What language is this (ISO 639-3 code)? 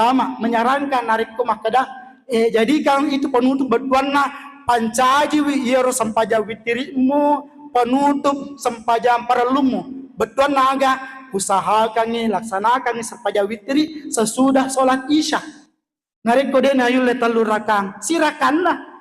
bug